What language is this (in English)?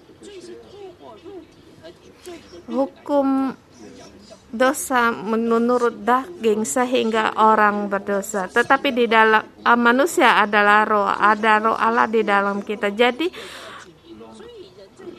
Indonesian